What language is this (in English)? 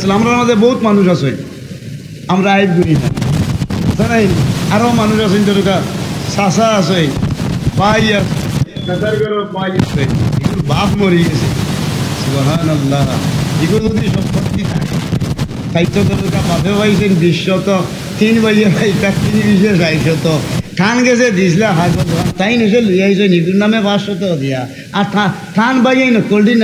Sylheti